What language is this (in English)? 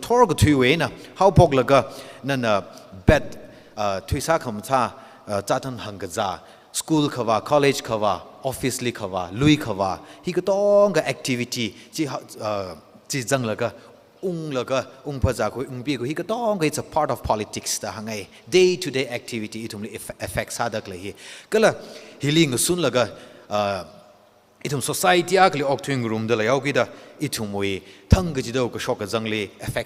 Tangkhul Naga (India)